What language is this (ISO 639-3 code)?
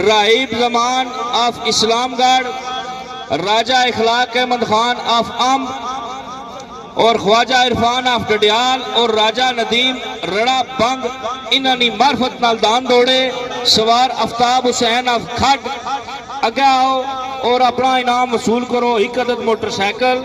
phr